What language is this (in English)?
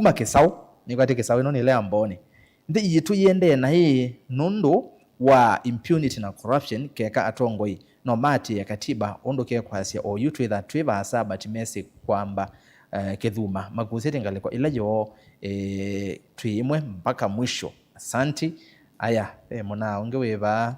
Kamba